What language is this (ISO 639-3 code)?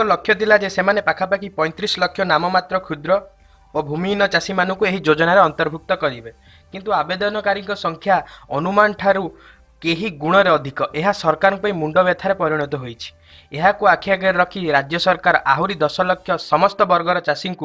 ori